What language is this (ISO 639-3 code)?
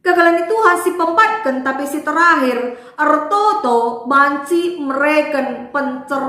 btx